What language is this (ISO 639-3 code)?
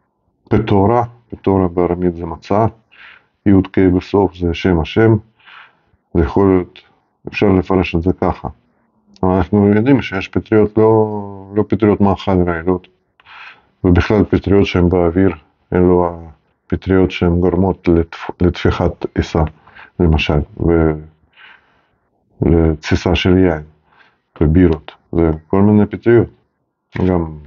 heb